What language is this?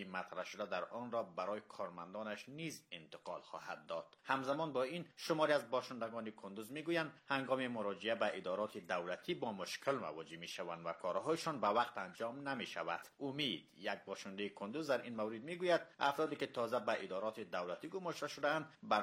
Persian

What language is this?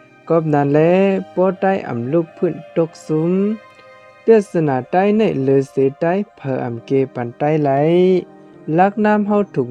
Shan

